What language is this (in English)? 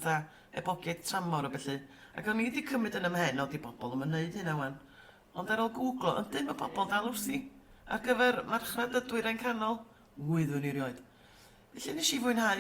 Welsh